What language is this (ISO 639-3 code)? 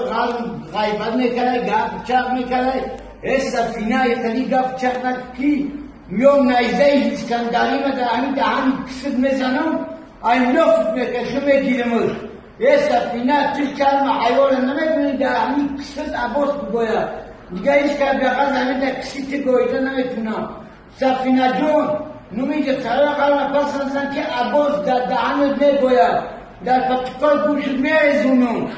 tgk